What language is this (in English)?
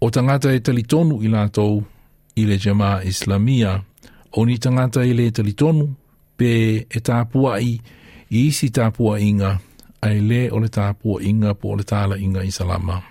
Samoan